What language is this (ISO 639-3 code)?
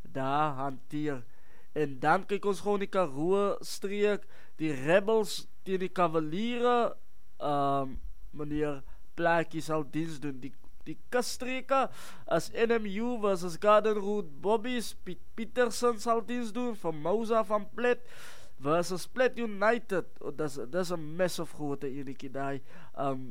afr